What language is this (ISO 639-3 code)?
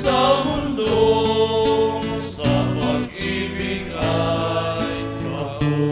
bik